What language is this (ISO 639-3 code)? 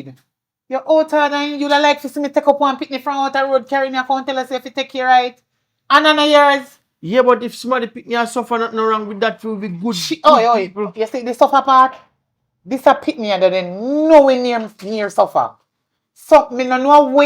jam